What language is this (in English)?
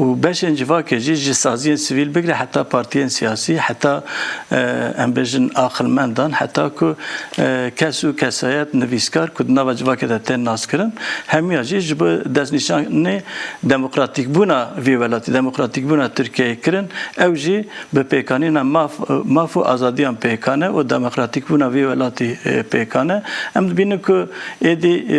Kurdish